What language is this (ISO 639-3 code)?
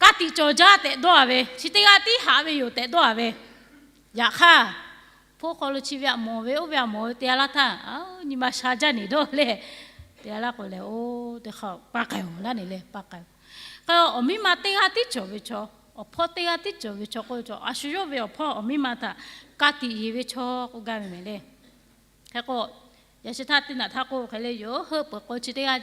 lhu